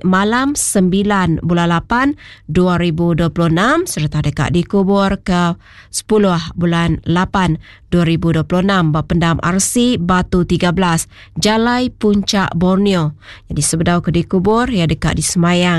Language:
Iban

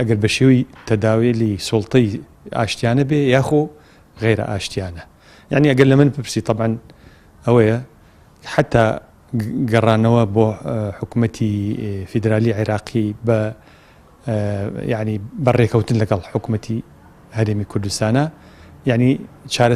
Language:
Central Kurdish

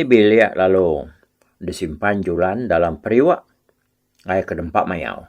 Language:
Iban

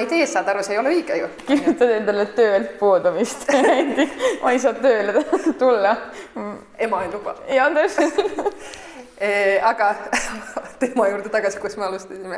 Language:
Estonian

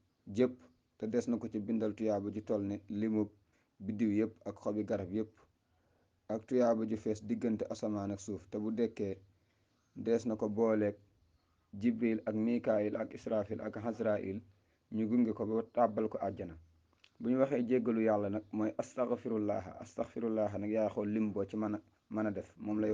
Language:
Wolof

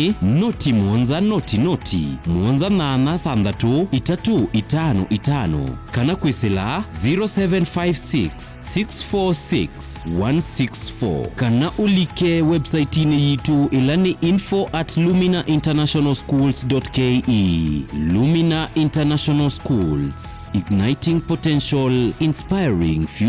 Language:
Kamba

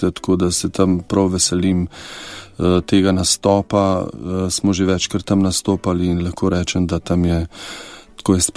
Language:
Slovenian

